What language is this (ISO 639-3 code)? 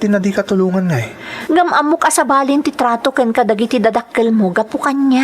ilo